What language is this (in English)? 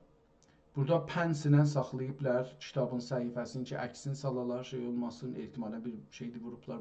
South Azerbaijani